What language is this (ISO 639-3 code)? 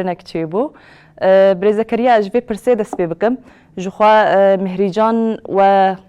kur